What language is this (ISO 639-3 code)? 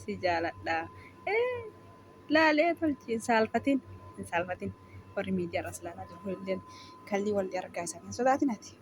orm